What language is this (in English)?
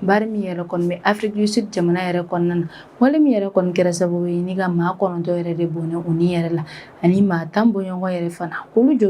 Bambara